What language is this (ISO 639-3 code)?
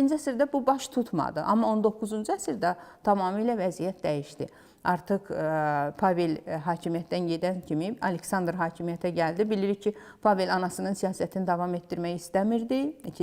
aze